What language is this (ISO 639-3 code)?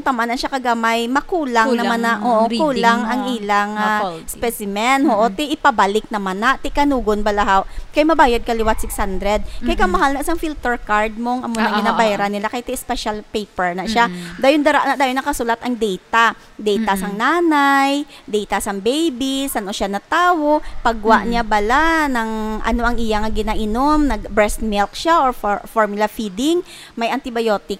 hil